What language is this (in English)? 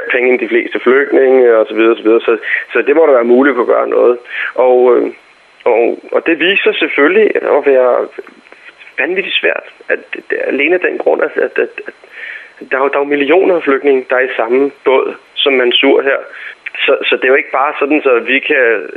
Danish